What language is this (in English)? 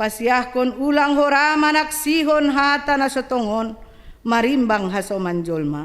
Batak Simalungun